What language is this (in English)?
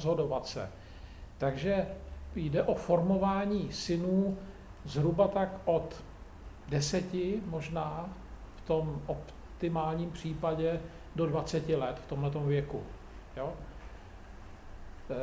Czech